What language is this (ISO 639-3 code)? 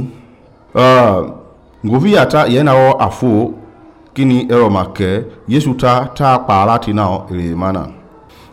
men